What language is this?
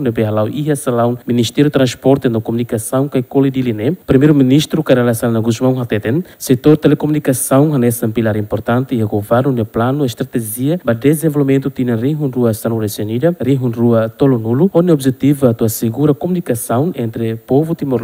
Tetum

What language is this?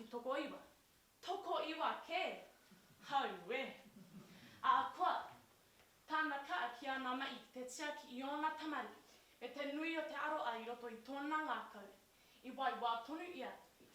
Māori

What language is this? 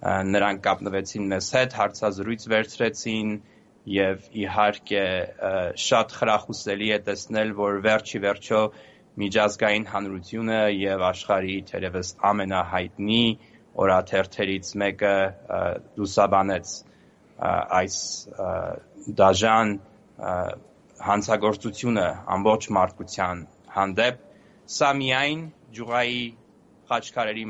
Armenian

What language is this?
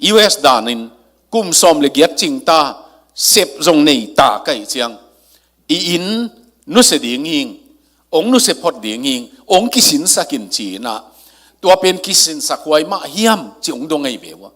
Tedim Chin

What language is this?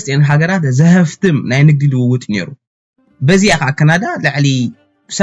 Tigrinya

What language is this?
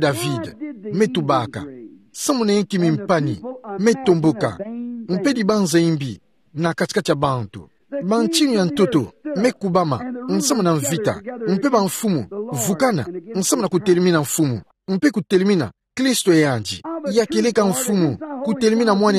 Kituba (Democratic Republic of Congo)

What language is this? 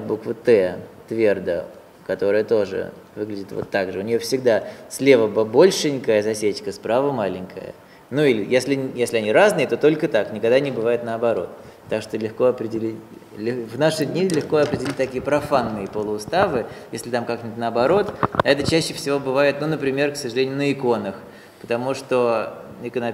Russian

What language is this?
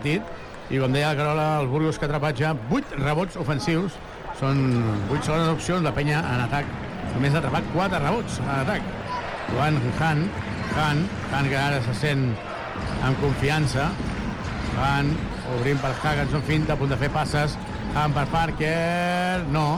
Catalan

